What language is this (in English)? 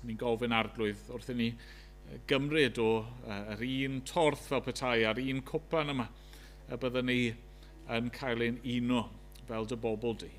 Welsh